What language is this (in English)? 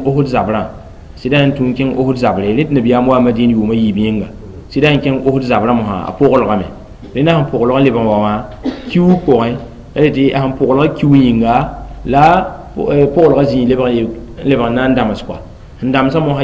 Mossi